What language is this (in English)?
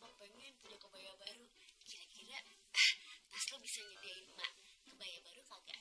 Betawi